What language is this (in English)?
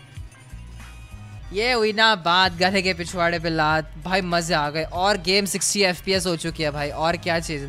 Hindi